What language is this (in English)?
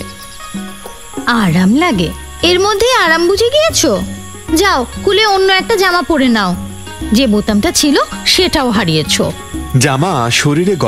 Bangla